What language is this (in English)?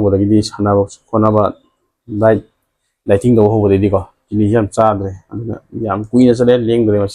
Manipuri